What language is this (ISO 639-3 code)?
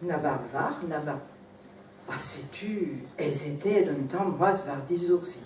bre